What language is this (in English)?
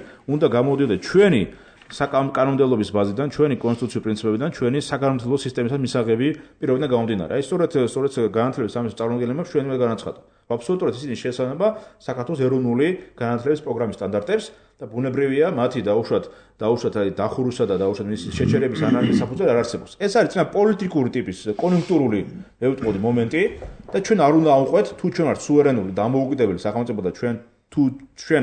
Georgian